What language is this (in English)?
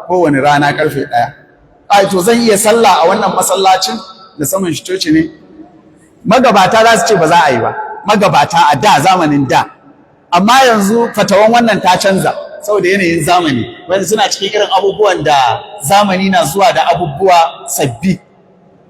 Hausa